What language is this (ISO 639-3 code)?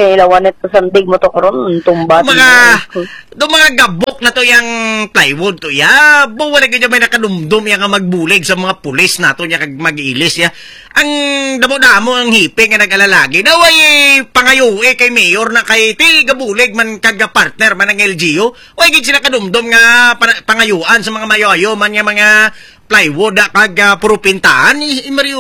hil